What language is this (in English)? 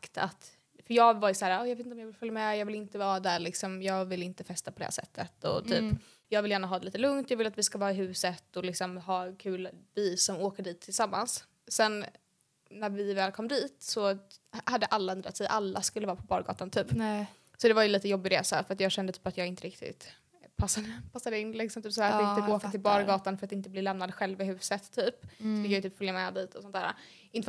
Swedish